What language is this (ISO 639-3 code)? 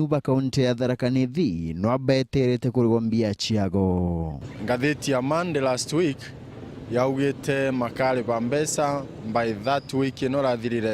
mer